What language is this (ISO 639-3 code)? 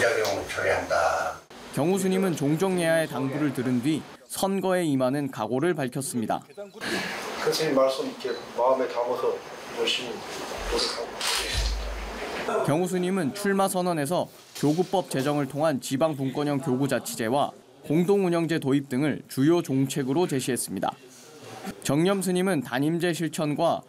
kor